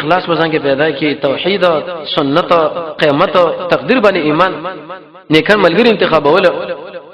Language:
Pashto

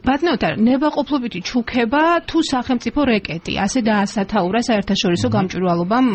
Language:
Georgian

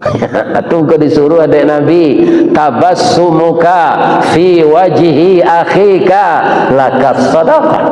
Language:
Minangkabau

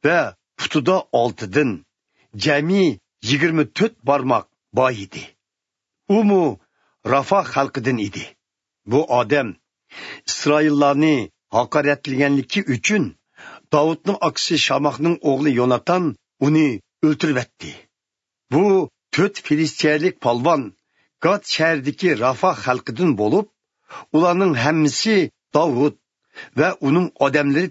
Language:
Uyghur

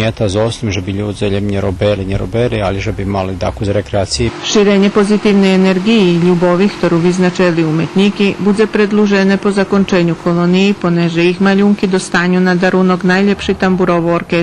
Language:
Rusyn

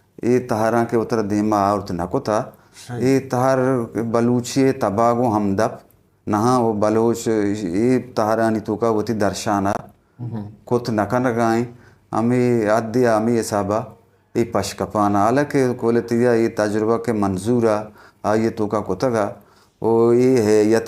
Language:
Eastern Balochi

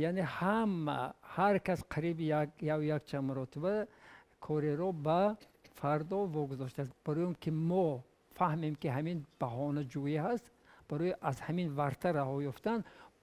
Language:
Tajik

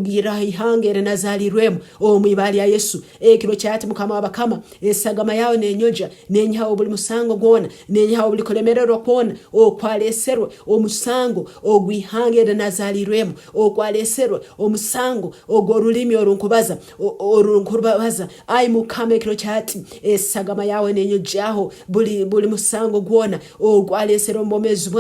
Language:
Nyankole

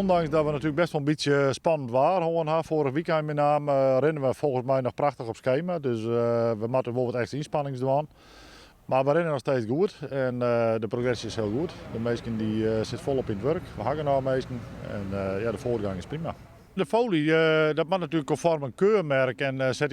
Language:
Western Frisian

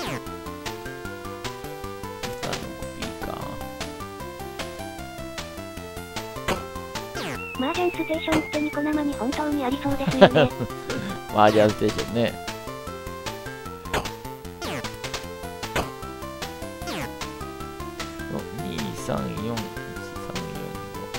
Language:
Japanese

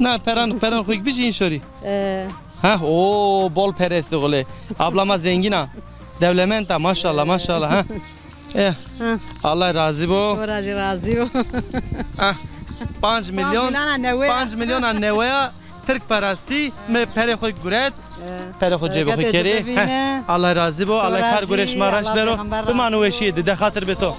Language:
Zaza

